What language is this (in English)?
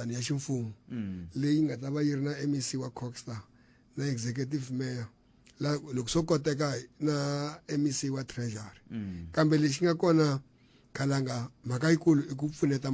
Tsonga